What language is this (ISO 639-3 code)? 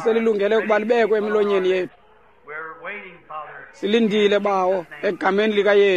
xho